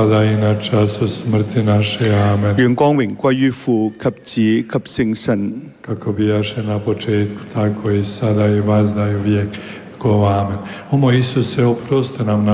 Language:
Croatian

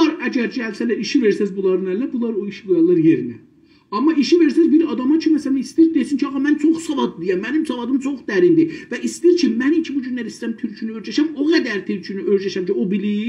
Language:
South Azerbaijani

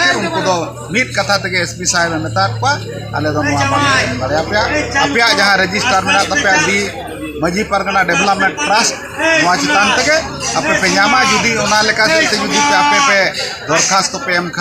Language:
Santali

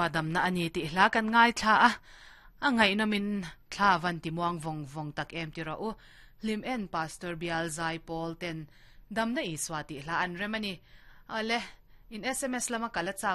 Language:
Mizo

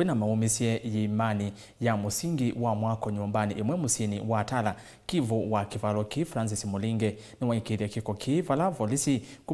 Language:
Kamba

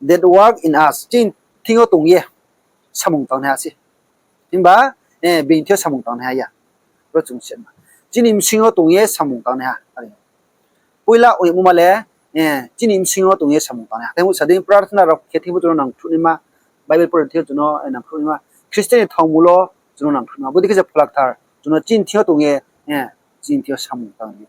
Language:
Riang (India)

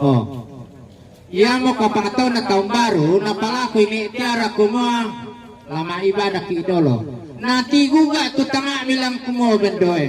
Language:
Toraja-Sa'dan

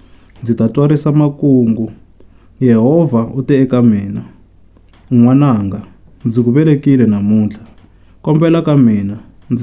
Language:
Tsonga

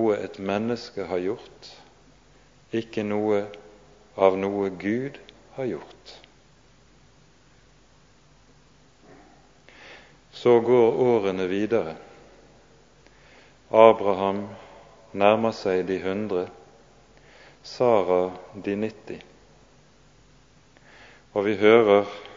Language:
Norwegian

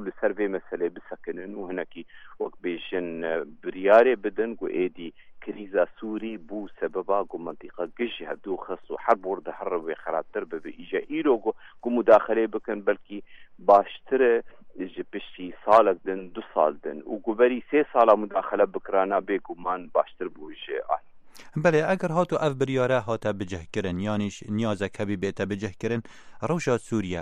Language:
Kurdish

